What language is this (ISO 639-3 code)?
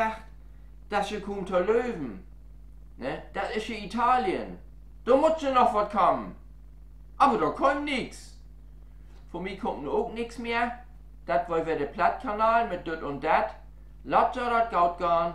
nds